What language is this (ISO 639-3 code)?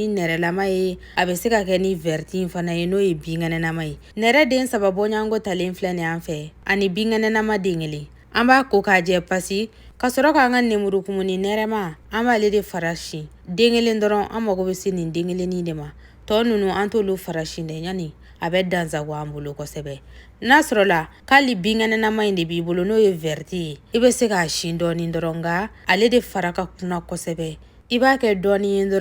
bam